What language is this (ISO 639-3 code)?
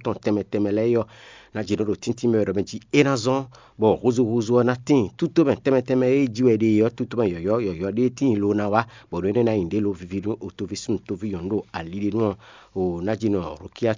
fon